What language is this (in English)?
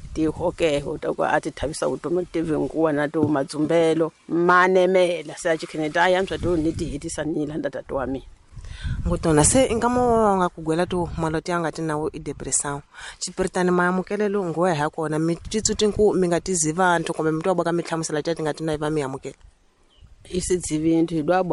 Tsonga